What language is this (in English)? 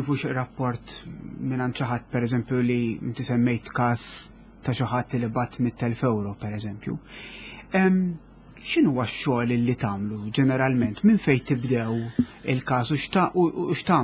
Maltese